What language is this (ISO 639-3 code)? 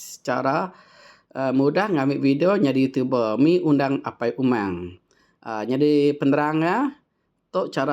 iba